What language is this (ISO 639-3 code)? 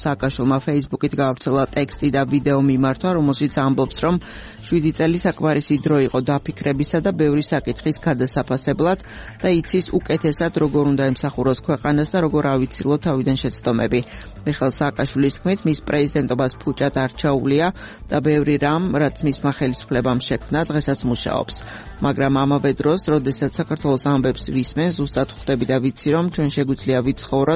kat